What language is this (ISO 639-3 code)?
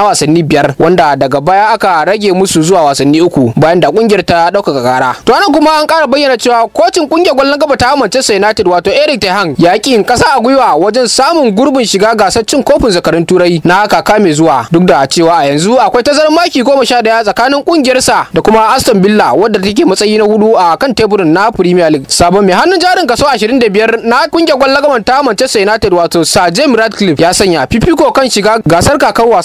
hau